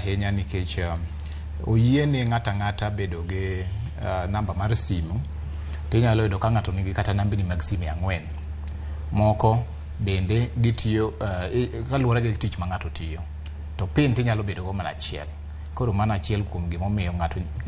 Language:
Luo (Kenya and Tanzania)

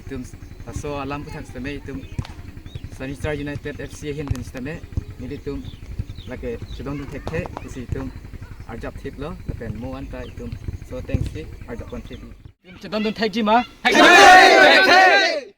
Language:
Karbi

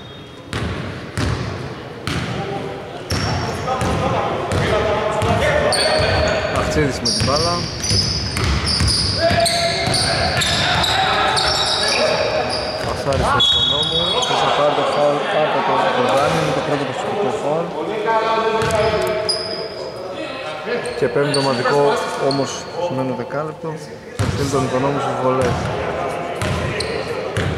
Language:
Greek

